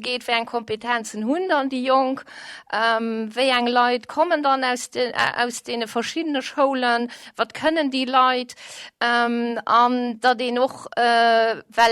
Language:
Luxembourgish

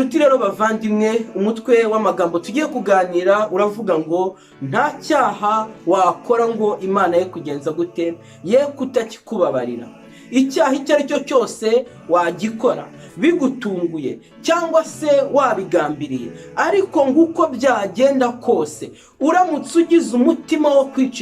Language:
Kinyarwanda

